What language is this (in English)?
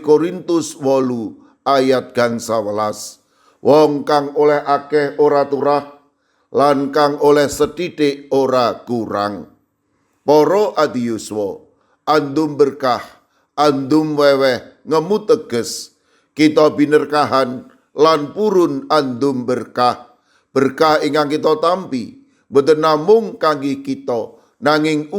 Javanese